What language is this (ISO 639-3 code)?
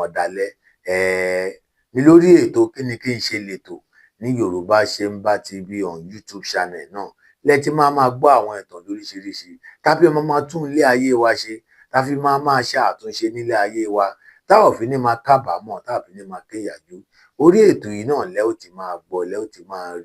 yor